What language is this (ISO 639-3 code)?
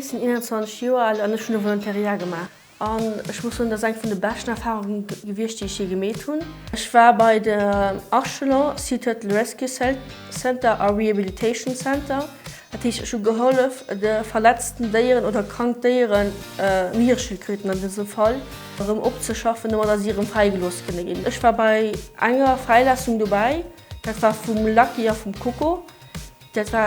ltz